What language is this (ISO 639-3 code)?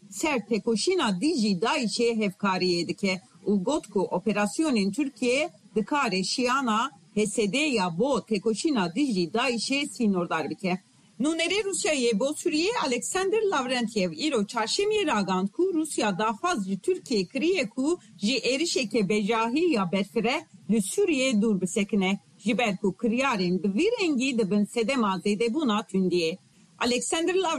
kur